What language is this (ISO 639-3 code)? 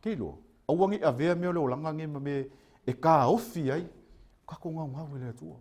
smo